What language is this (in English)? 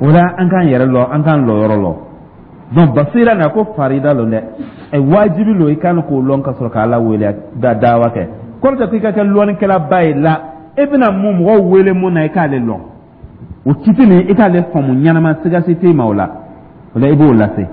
Dyula